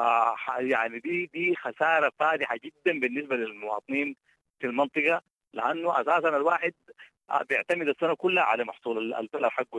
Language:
Sudanese Arabic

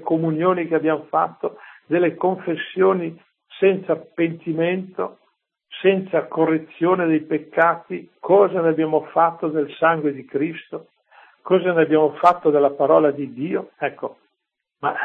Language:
Italian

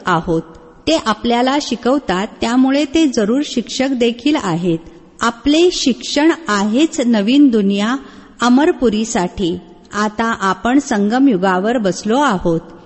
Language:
Marathi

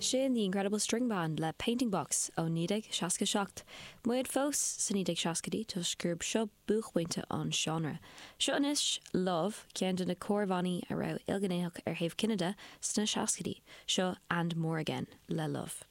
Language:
Irish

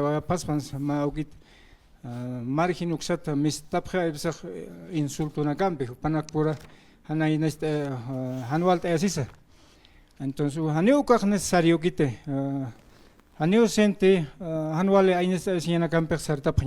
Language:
Aymara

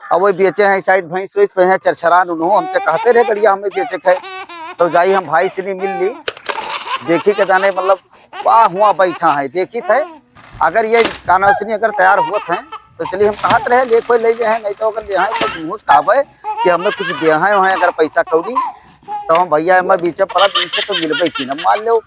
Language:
Awadhi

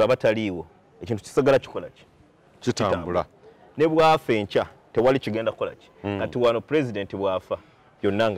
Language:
Ganda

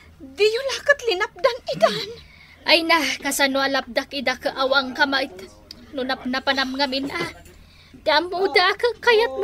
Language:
Iloko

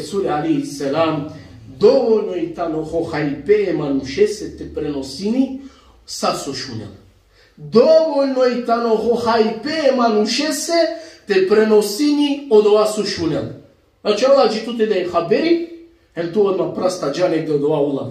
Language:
Balkan Romani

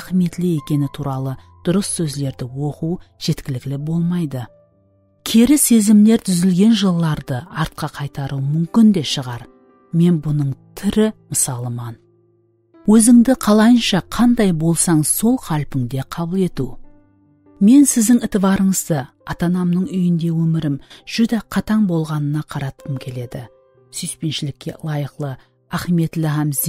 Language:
Kara-Kalpak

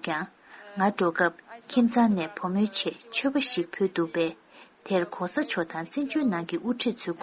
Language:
Tibetan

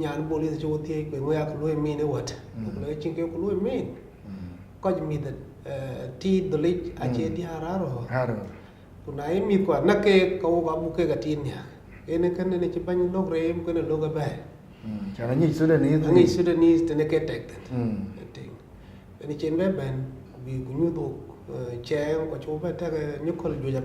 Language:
Dinka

